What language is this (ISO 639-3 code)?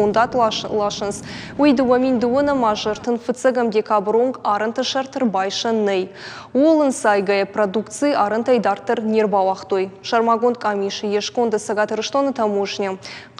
oss